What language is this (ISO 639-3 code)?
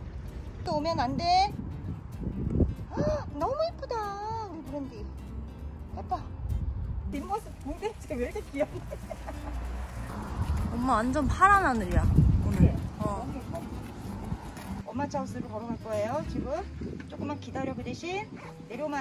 kor